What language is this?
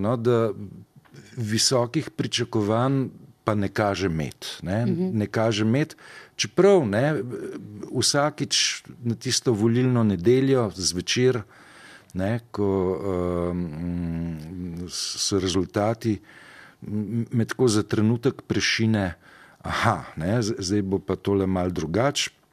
Slovenian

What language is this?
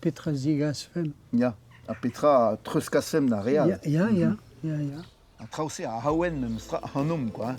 Breton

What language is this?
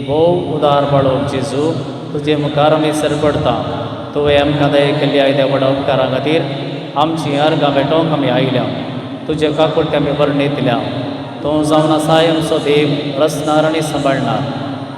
Konkani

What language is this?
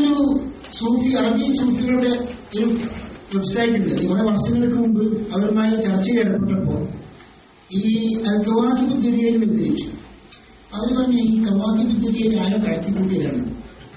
Malayalam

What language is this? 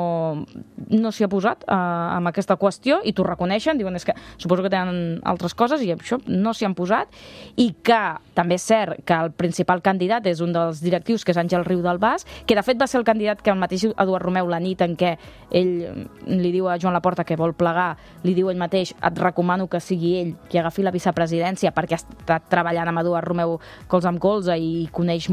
Catalan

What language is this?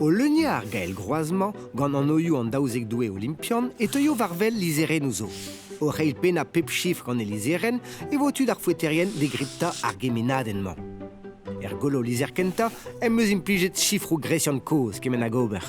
Breton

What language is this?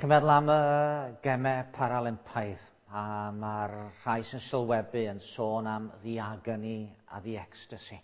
Welsh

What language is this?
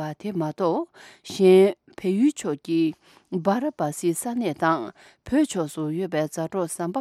Tibetan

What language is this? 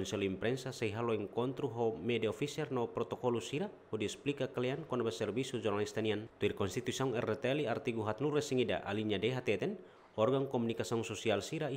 Tetum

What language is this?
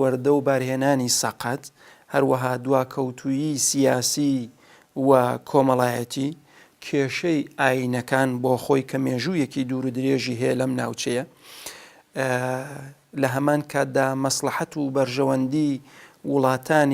Central Kurdish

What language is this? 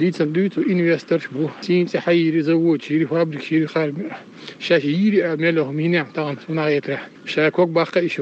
Chechen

